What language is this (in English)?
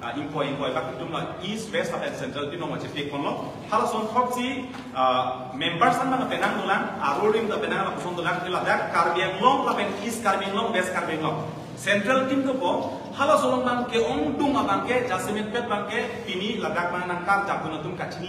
Karbi